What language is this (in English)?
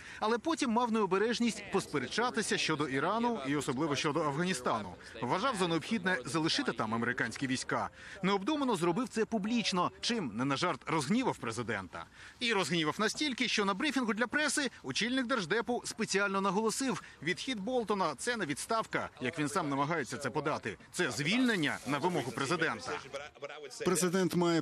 Ukrainian